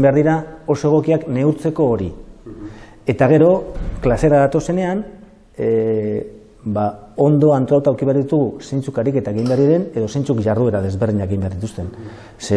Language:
Basque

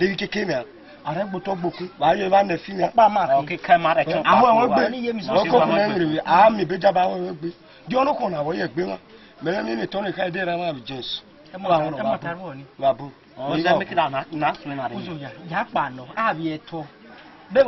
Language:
Esan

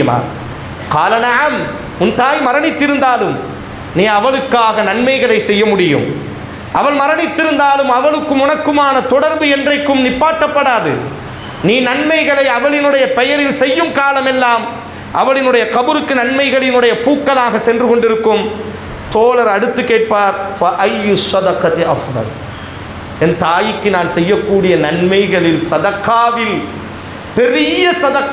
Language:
Tamil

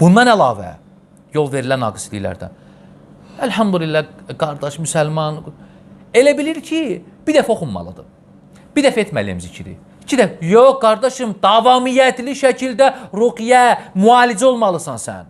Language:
Azerbaijani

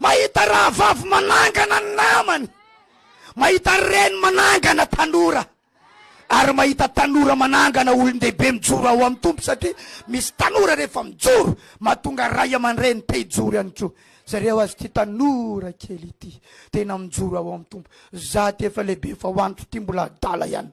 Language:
Malagasy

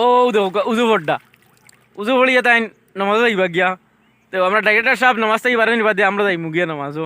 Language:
Sylheti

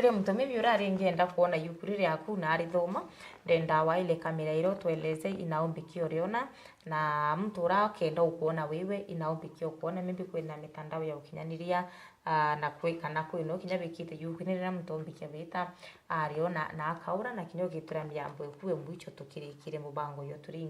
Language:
Meru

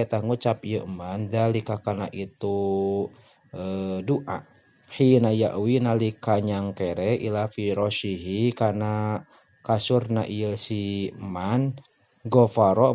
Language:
Sundanese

